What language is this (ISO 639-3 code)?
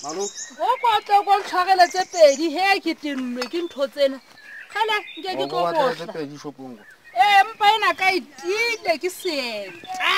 sot